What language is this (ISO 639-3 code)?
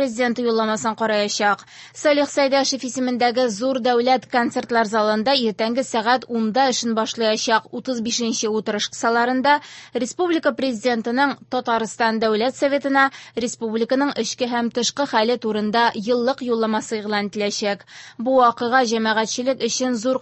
tat